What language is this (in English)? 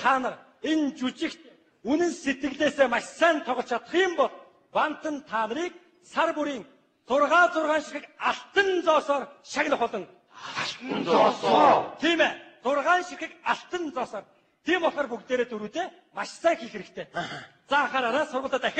Mongolian